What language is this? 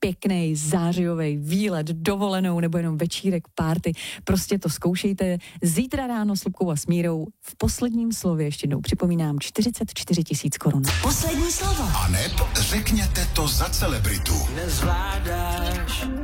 Czech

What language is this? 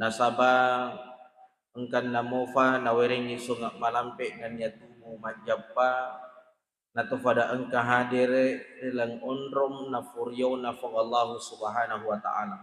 Buginese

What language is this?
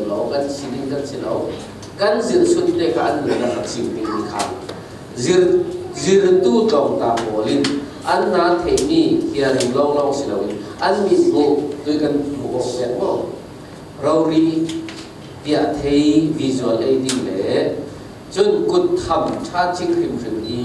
Falam Chin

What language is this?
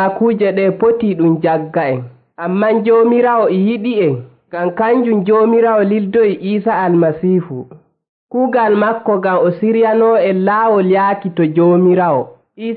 Nigerian Fulfulde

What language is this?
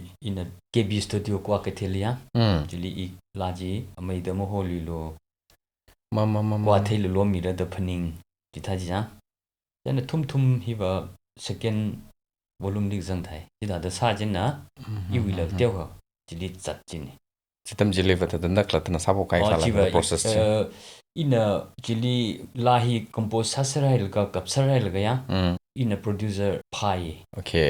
Tangkhul Naga (India)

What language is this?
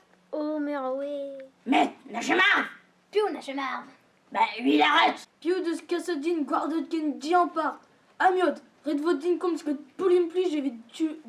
Breton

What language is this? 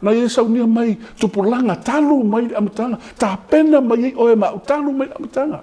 Samoan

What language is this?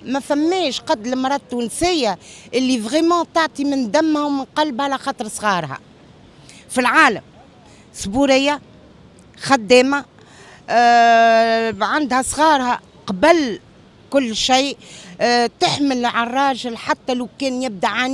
Tunisian Arabic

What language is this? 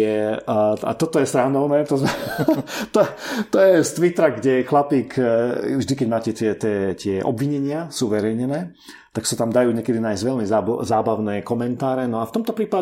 Slovak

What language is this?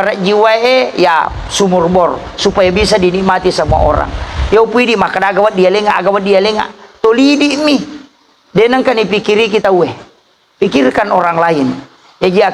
Buginese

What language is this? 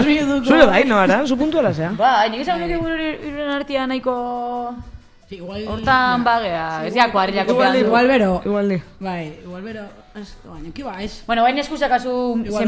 Basque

